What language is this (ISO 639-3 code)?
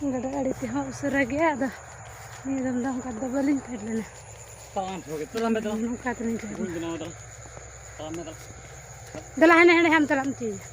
sat